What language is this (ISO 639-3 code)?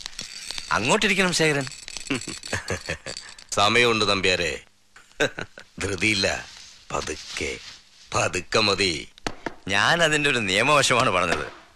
mal